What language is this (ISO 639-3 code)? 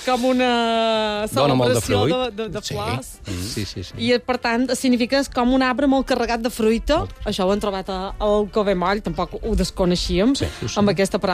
cat